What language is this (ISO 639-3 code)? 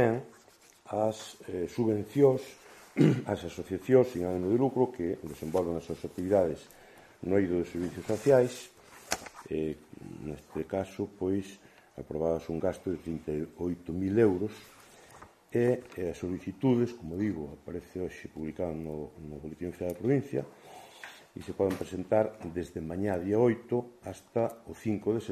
glg